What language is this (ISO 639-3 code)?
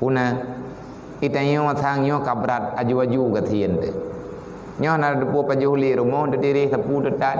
ace